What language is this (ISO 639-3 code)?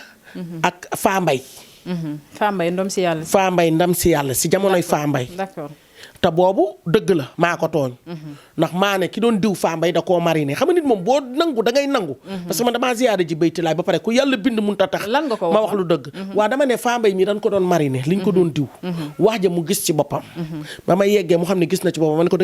wol